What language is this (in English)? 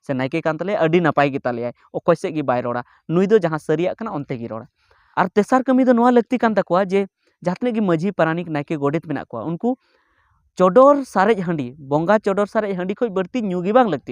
Santali